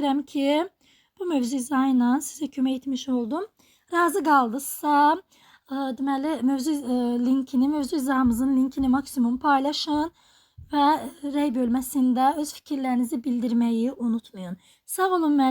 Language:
Azerbaijani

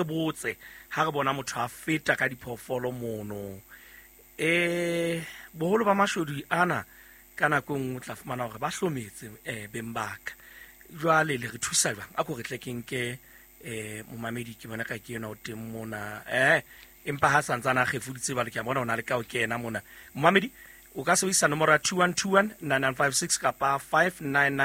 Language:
Southern Sotho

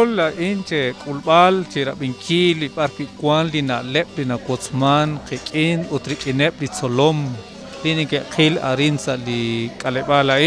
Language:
Kekchí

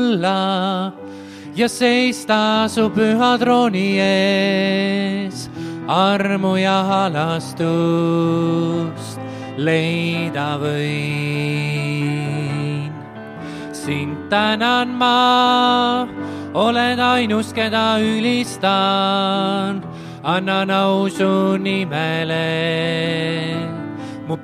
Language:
Estonian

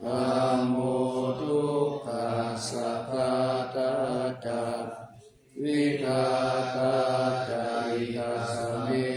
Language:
Pali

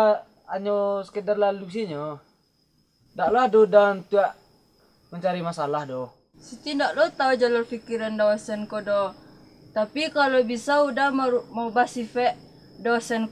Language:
Minangkabau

